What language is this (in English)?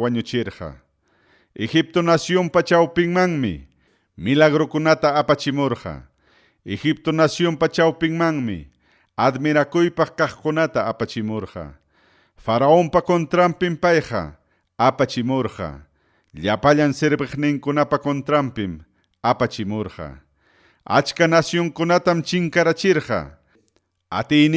Ayacucho Quechua